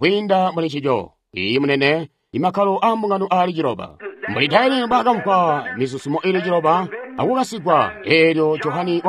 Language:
Tonga (Zambia)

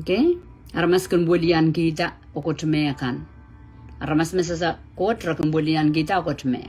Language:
Pohnpeian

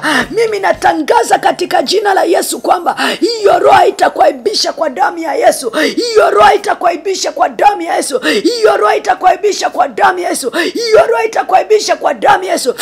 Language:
Swahili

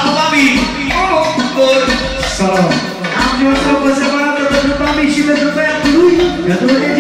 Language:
Romanian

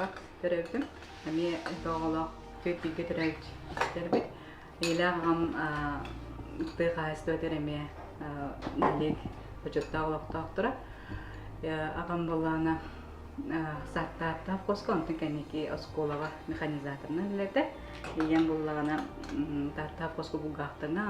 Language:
Yakut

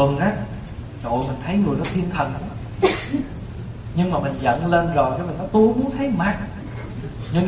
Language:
Vietnamese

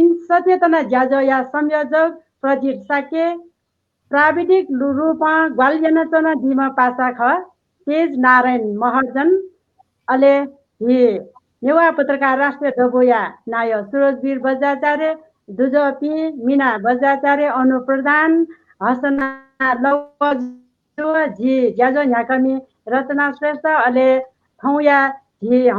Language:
Newari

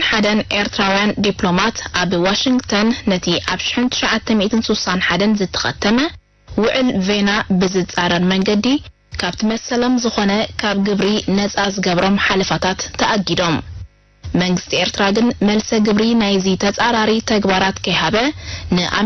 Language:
Tigrinya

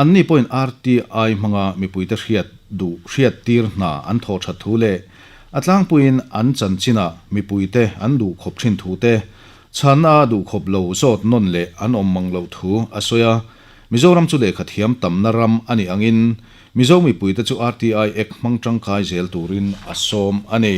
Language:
Mizo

